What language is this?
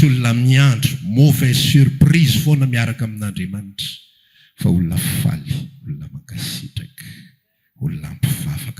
Malagasy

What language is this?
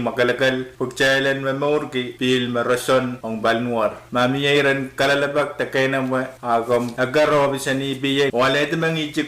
Pohnpeian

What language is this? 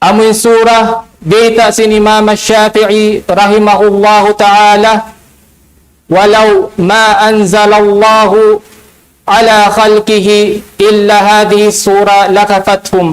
Tausug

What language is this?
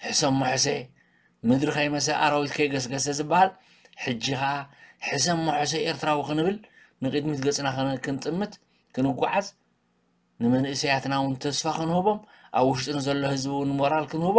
Tigrinya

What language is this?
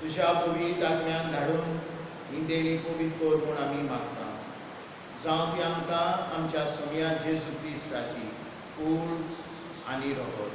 Konkani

